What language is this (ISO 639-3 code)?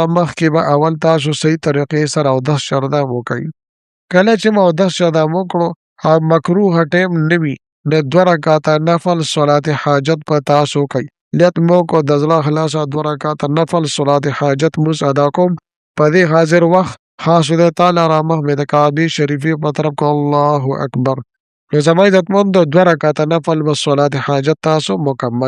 pus